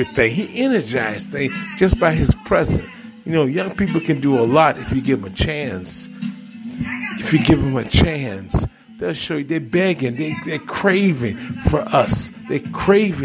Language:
English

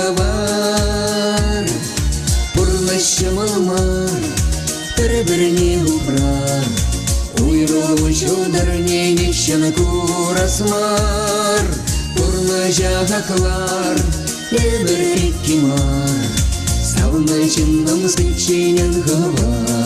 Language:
Chuvash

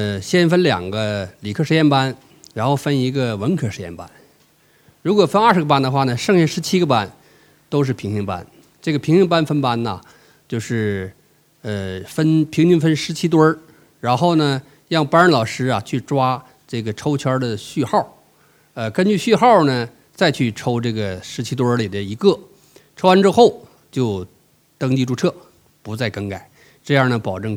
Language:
Chinese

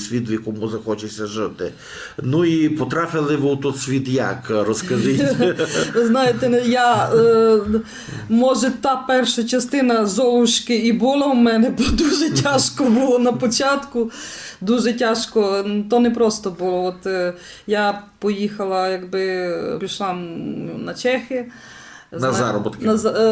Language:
Rusyn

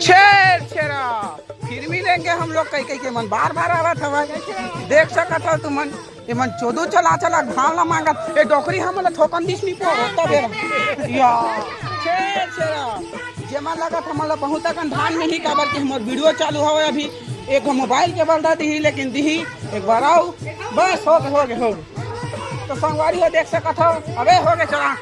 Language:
Chhattisgarhi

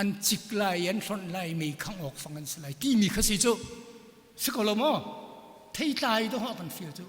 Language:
Hakha Chin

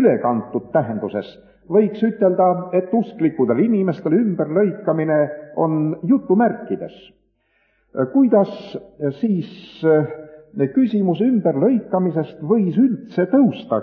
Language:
Estonian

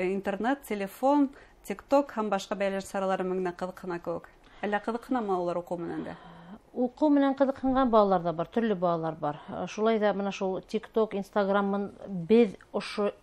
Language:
Bashkir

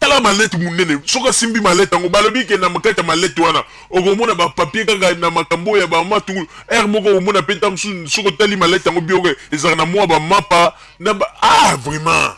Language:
Lingala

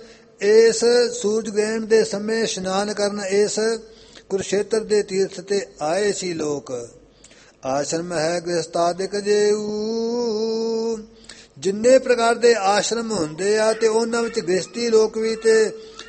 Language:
Punjabi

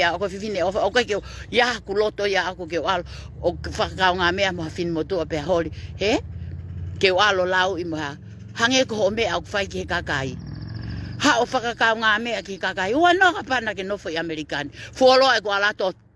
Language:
Tongan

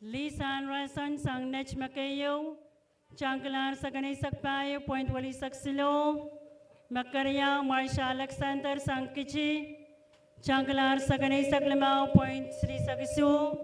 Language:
Pohnpeian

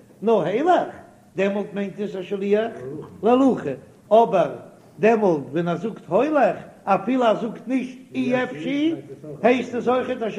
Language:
Yiddish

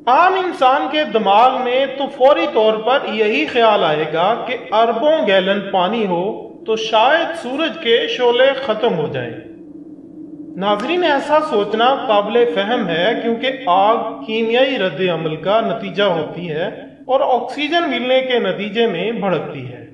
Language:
Urdu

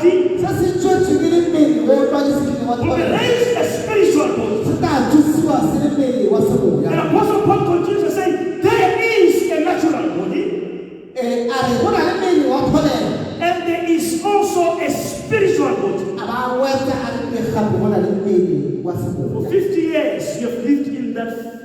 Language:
Tswana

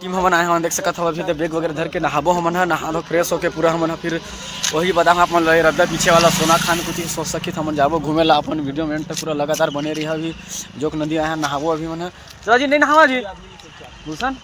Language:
Chhattisgarhi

